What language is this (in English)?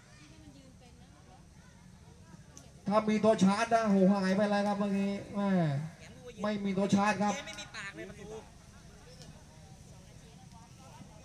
Thai